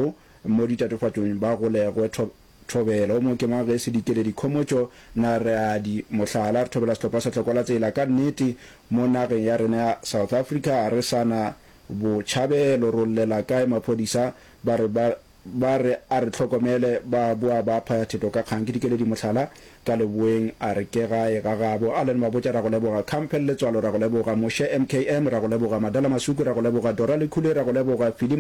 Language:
Northern Sotho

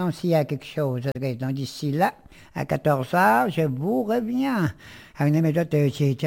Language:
French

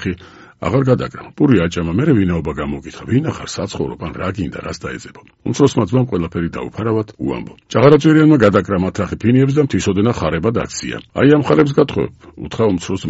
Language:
Georgian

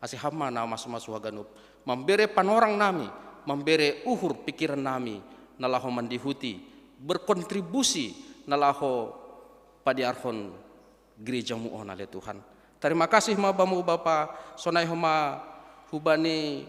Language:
Batak Simalungun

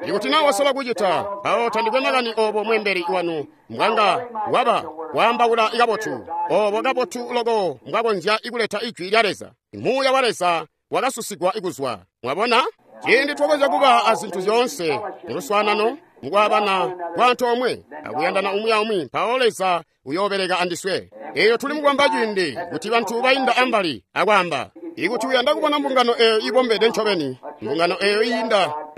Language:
Tonga (Zambia)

